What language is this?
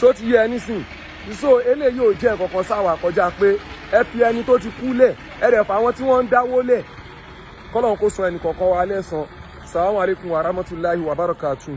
Yoruba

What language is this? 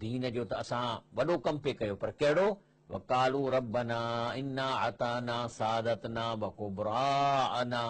Sindhi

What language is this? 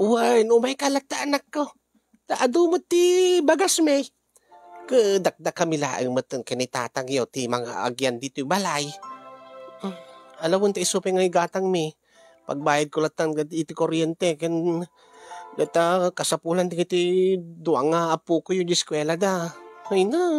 Iloko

